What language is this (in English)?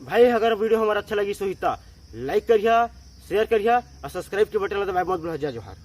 Chhattisgarhi